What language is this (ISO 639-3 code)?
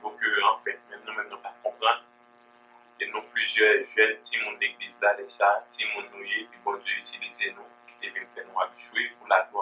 hat